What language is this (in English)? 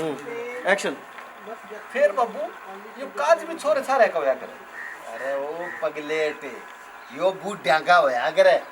Haryanvi